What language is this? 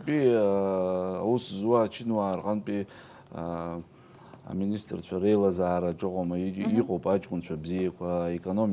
Abkhazian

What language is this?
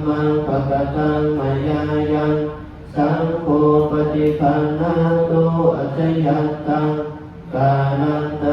Pali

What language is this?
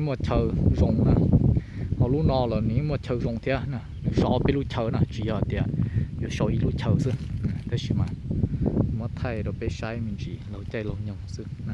Hmong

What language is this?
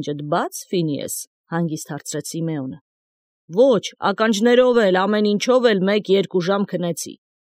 Armenian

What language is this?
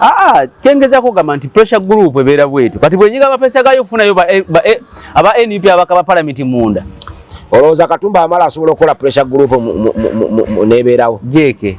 Ganda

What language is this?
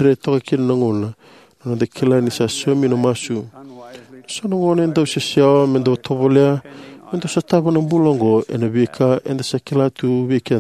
Fijian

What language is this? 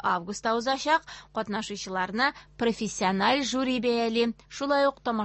Tatar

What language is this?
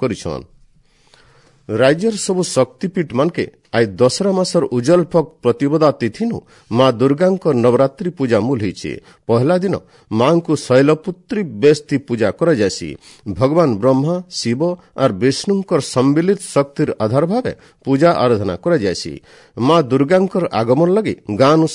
Odia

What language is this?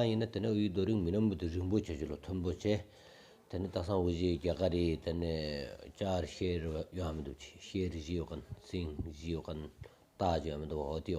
Stod Bhoti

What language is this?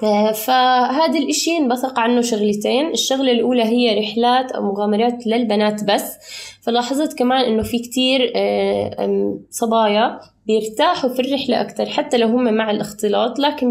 North Levantine Arabic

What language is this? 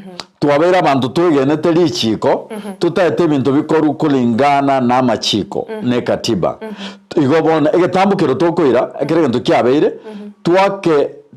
Gusii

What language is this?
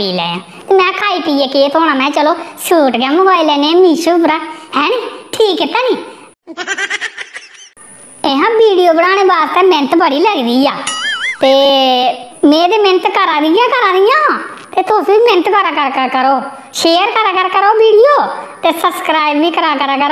Dogri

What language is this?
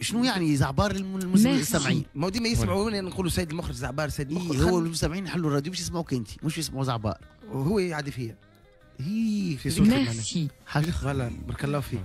Tunisian Arabic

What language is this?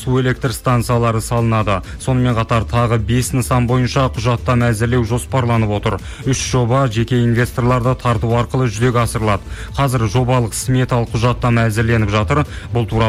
Kazakh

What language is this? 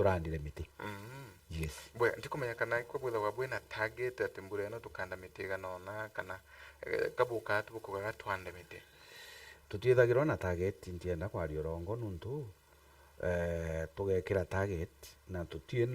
Meru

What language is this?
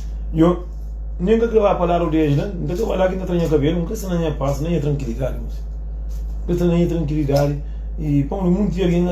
Kabuverdianu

